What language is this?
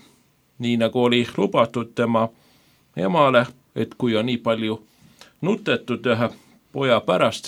Estonian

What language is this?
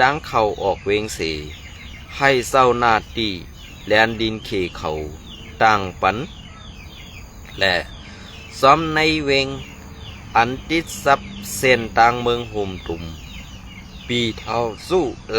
Shan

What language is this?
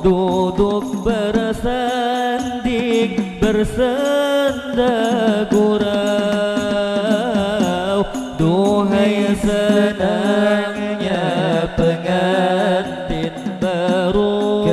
Banjar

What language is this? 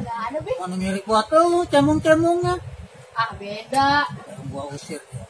Betawi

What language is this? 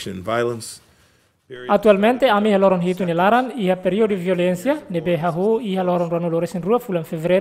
Tetum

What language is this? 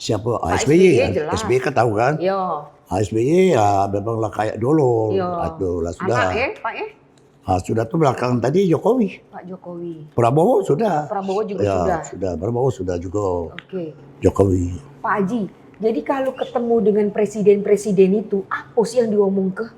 Musi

